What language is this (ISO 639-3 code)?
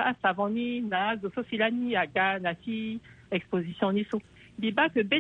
sag